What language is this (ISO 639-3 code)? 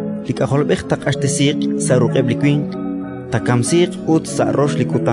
kek